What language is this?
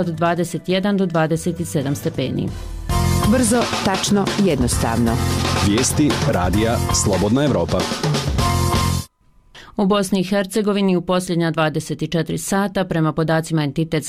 Bosnian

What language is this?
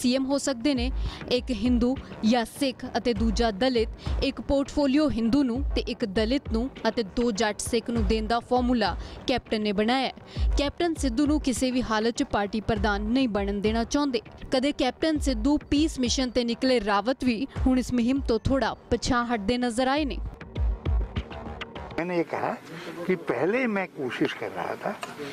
Punjabi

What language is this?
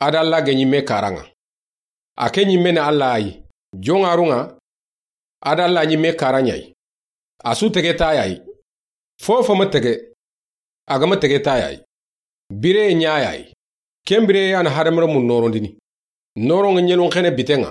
Soninke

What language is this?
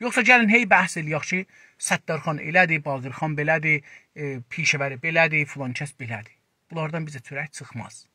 South Azerbaijani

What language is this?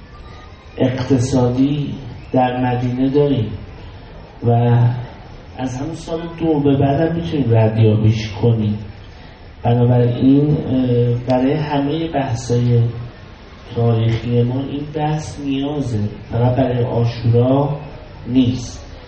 Persian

